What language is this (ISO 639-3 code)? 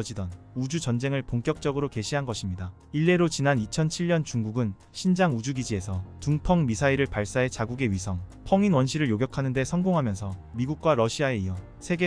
kor